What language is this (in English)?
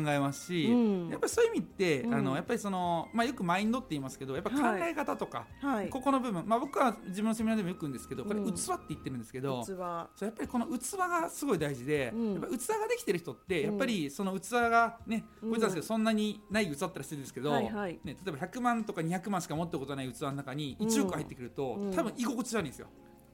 Japanese